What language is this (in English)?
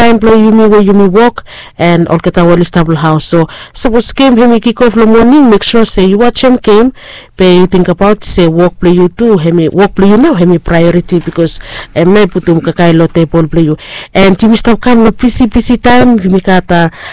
Bislama